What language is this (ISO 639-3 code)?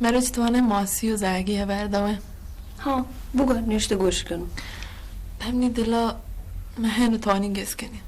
bal